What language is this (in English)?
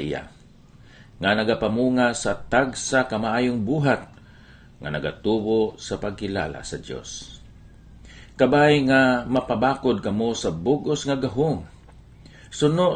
Hiligaynon